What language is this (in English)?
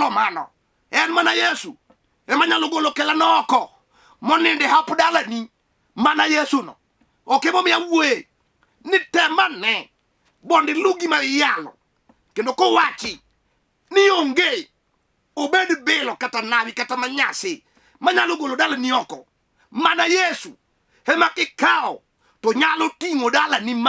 Luo (Kenya and Tanzania)